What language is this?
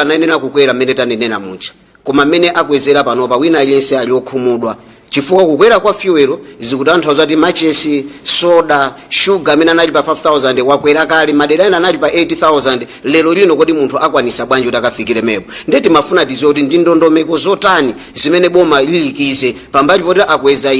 Nyanja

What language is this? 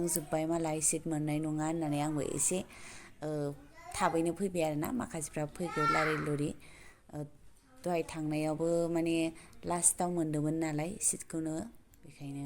Bodo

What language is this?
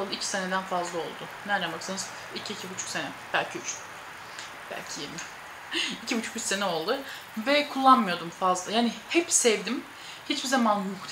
Turkish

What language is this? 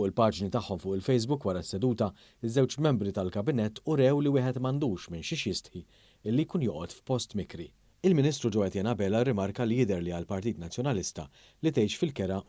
Maltese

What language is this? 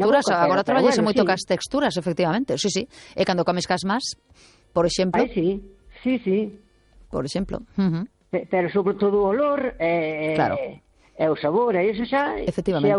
Galician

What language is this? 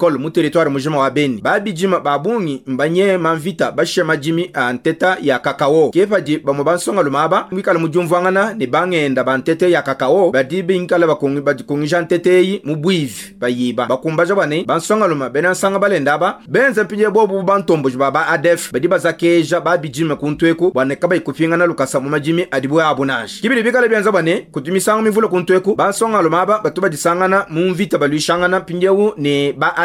Luba-Lulua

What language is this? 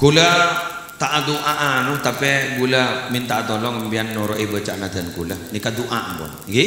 Madurese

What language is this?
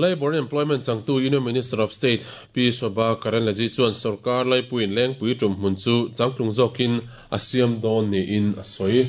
Mizo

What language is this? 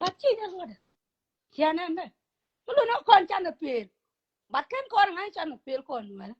Nuer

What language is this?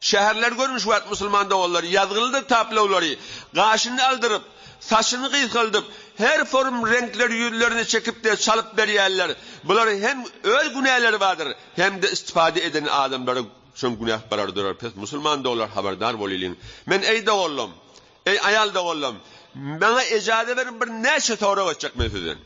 Turkmen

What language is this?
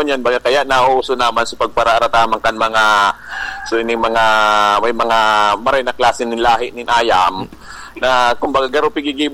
Bikol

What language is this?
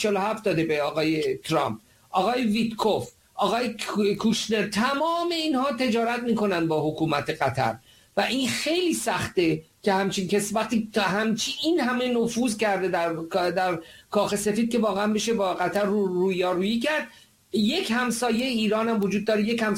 Persian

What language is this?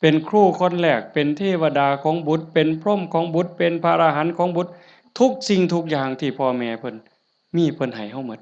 Northeastern Thai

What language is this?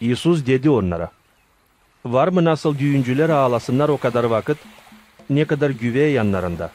Gagauz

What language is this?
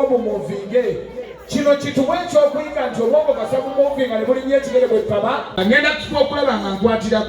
Ganda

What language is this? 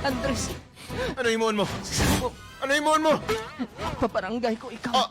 Hiligaynon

